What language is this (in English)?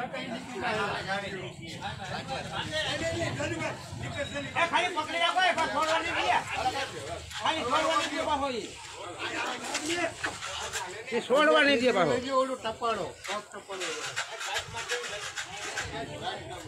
Gujarati